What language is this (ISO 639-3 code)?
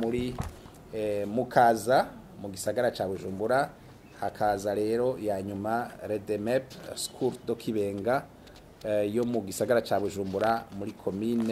run